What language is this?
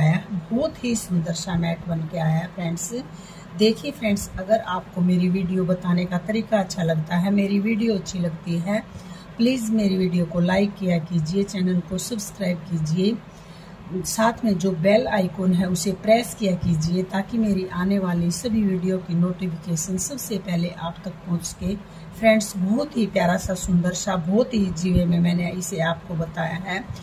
Hindi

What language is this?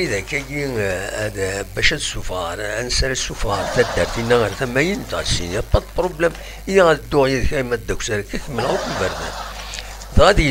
Kabyle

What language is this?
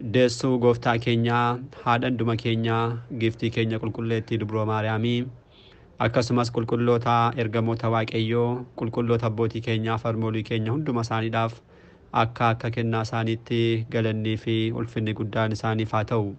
Oromo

